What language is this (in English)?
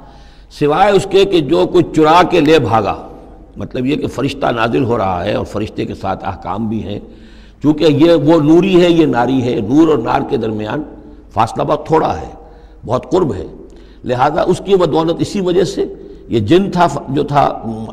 Urdu